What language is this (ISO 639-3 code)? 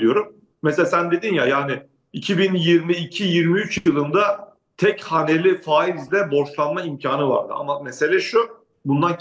tur